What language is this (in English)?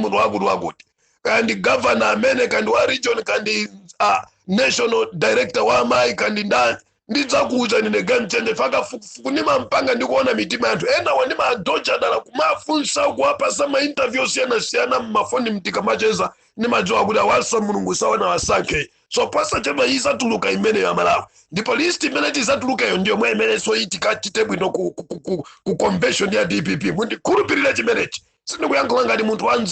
Nyanja